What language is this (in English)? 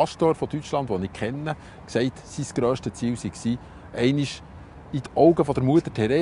Swiss German